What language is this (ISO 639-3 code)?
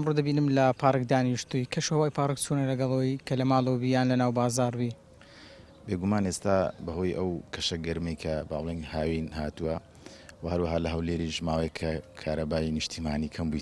ckb